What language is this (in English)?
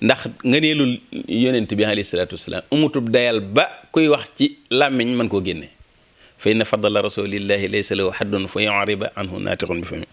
Wolof